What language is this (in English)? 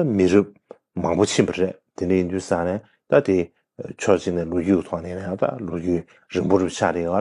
Tibetan